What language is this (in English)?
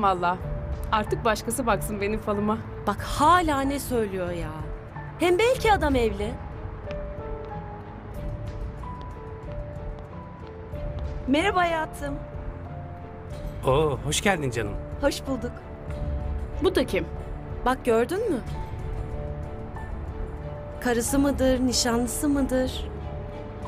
Turkish